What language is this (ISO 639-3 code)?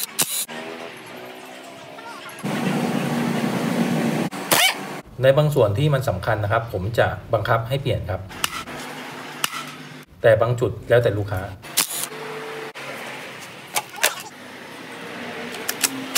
tha